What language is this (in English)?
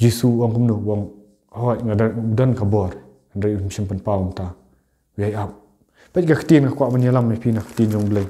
Khasi